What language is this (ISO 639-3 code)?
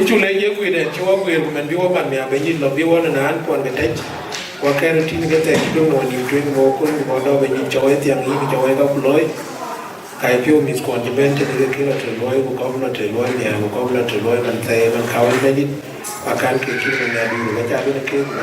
din